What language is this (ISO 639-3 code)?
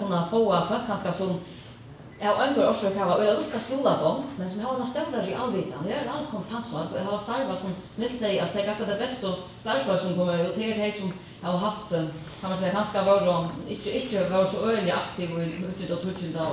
fao